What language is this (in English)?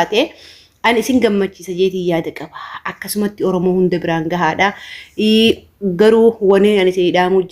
Oromo